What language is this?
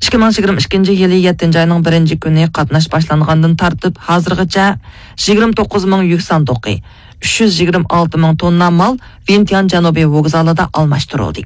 Uyghur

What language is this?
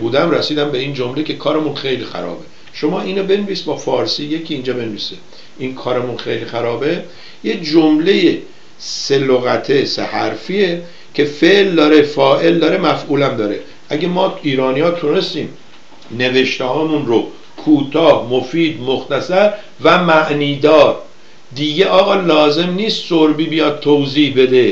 Persian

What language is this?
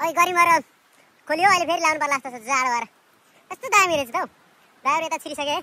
Nepali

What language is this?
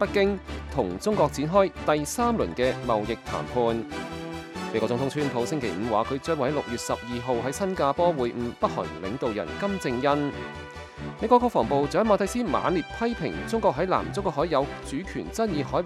Cantonese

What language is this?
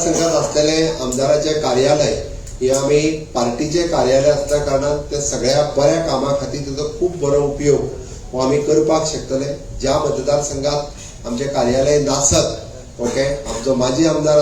Konkani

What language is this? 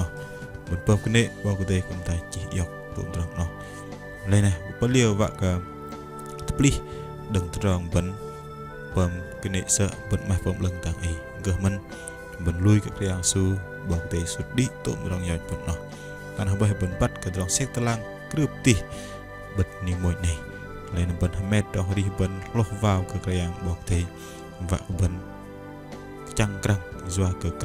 Bahnar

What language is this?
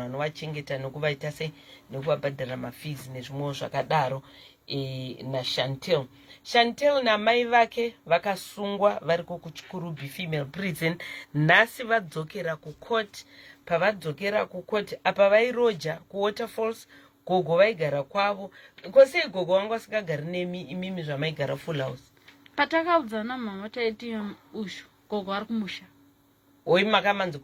Shona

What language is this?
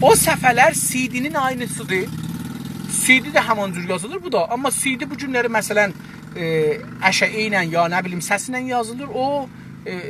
South Azerbaijani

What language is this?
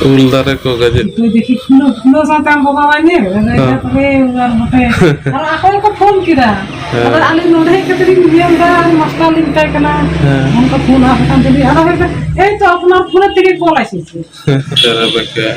Santali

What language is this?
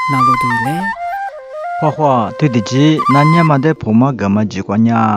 Lisu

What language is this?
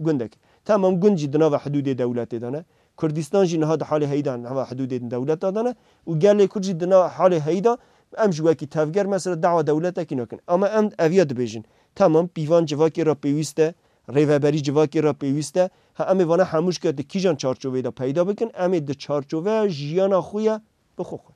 Kurdish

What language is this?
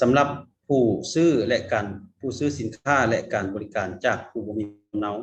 Lao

